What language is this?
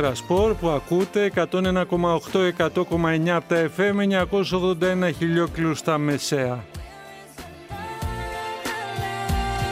Greek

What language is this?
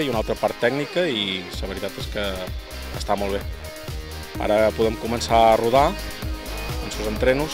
Catalan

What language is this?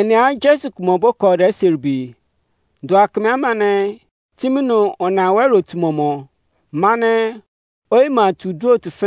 Izon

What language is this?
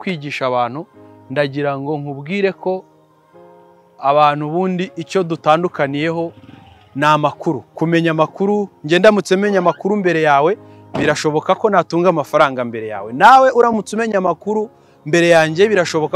Kinyarwanda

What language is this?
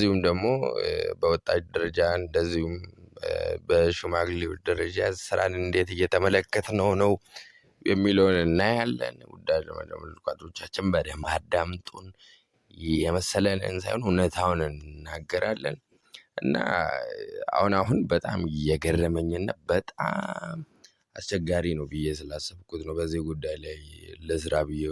Amharic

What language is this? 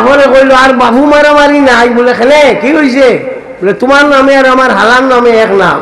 Sylheti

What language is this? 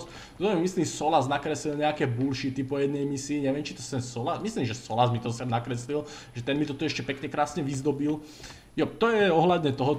Slovak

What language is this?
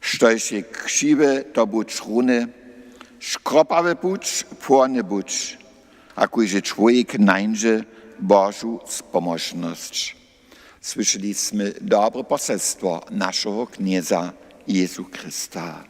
Upper Sorbian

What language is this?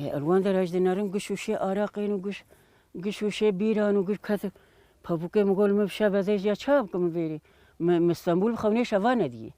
Kurdish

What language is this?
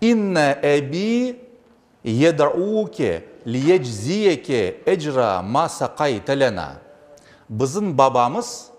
Crimean Tatar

